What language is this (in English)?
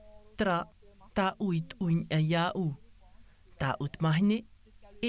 Tahitian